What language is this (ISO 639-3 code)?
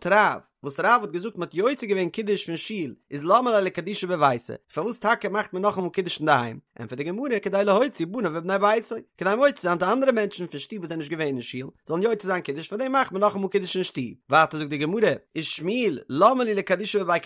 yid